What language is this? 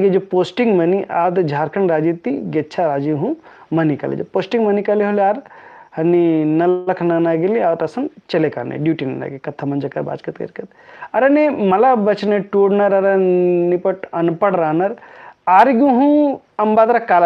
Kurukh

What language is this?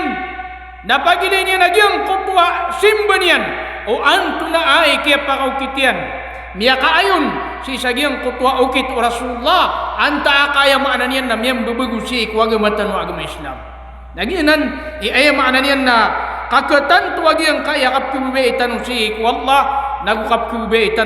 Maranao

